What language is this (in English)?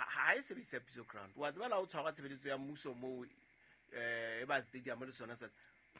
Southern Sotho